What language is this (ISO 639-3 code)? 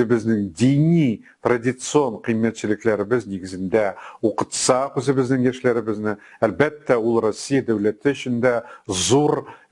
tat